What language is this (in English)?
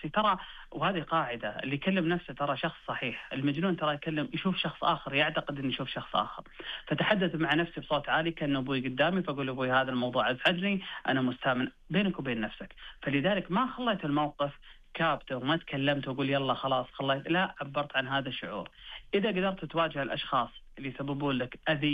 Najdi Arabic